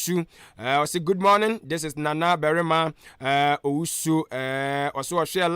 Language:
Akan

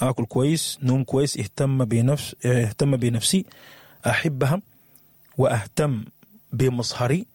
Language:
Sudanese Arabic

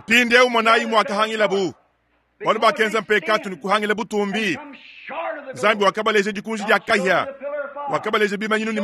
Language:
Luba-Lulua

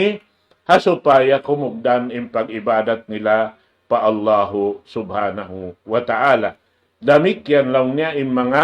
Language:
Tausug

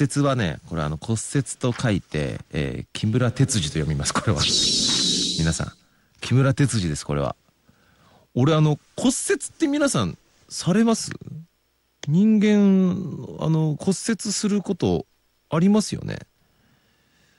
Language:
Japanese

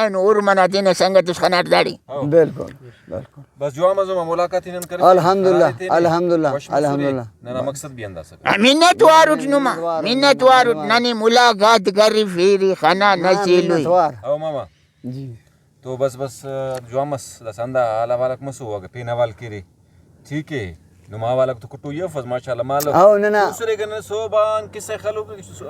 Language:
Brahui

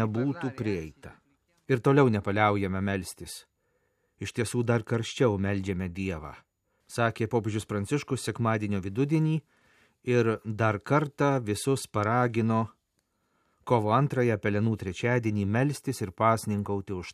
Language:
Lithuanian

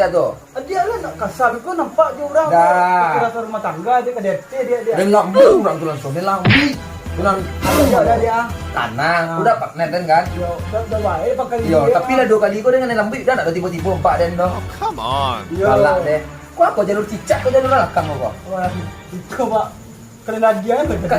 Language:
Minangkabau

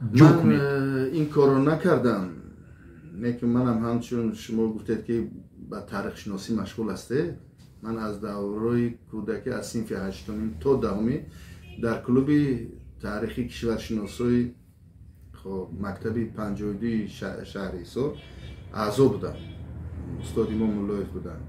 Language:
Tajik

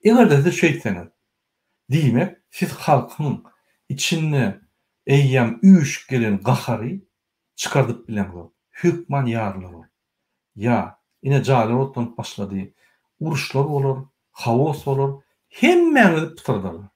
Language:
Turkmen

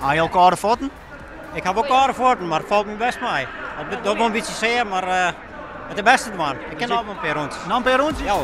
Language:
Western Frisian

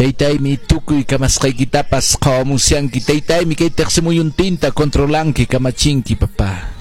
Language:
Quechua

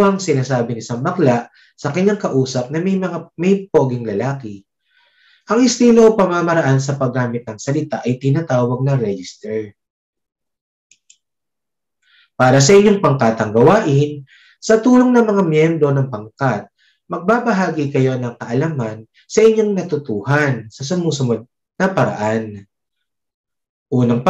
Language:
Filipino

